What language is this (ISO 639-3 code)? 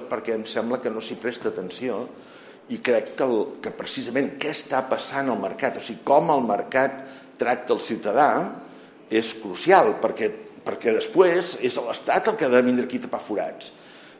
cat